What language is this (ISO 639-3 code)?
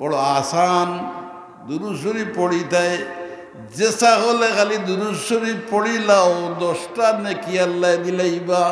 syl